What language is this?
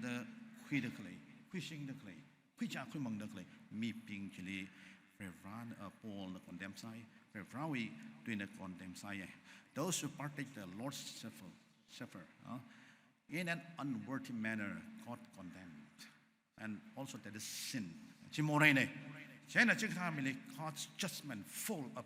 Tangkhul Naga (India)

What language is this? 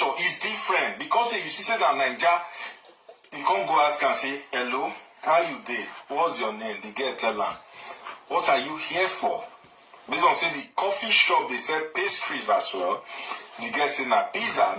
Nigerian Pidgin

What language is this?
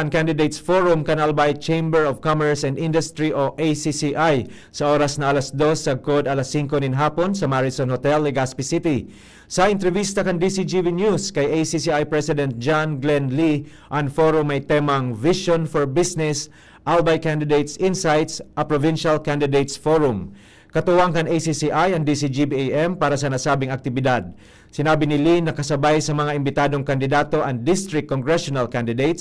Bikol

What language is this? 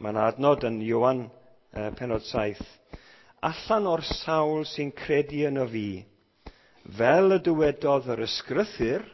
Welsh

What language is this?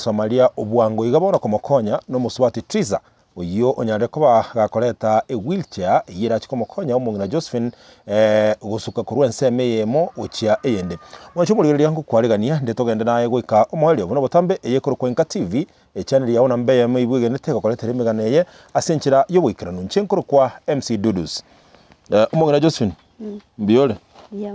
Gusii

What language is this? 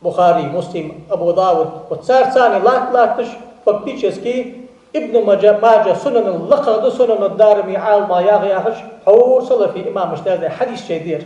Ingush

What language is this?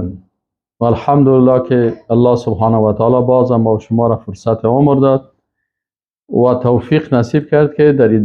Persian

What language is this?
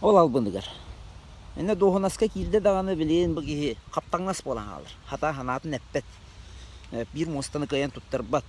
Yakut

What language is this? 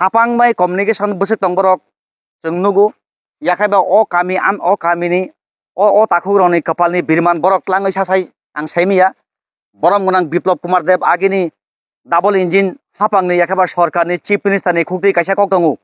Kok Borok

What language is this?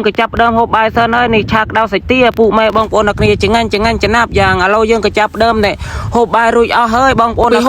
Khmer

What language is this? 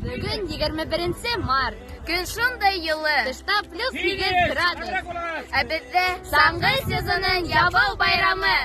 Bashkir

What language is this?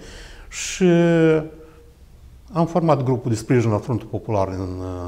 Romanian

